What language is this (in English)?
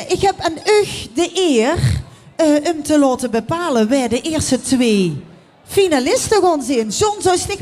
Limburgish